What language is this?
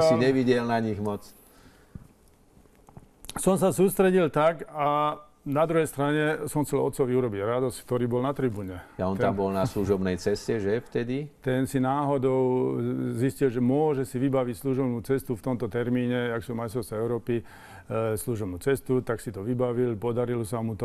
Slovak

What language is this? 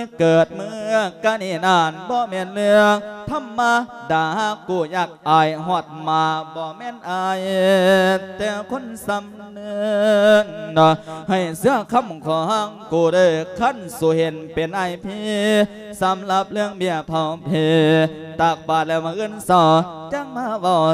Lao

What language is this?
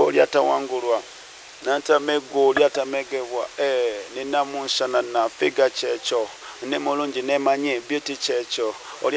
Ganda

